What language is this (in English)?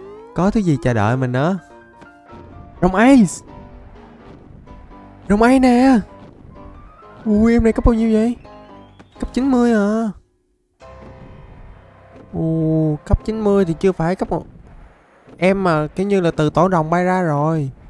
Vietnamese